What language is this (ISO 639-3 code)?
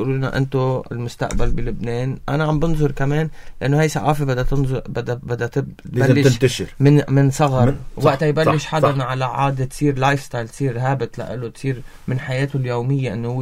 apc